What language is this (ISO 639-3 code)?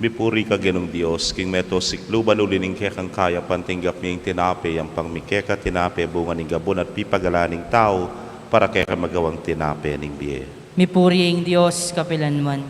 pam